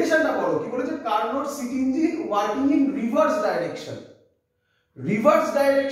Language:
Bangla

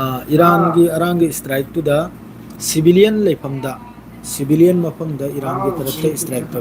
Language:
Manipuri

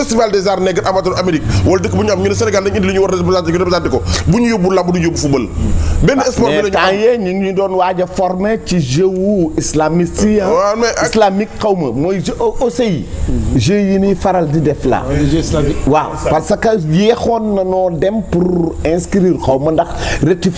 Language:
Wolof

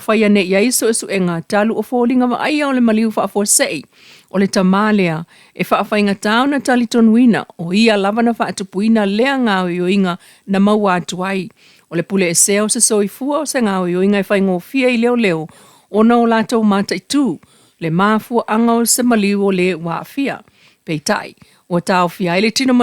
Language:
Samoan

